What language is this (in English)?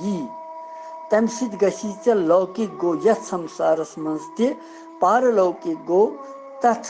Kashmiri